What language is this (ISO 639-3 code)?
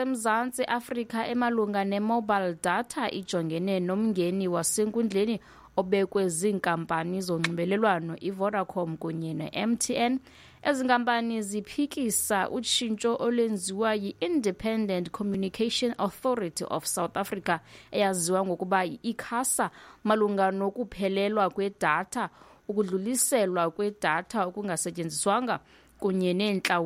xho